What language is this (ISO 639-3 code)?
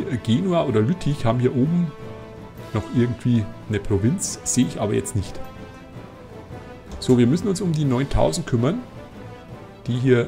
deu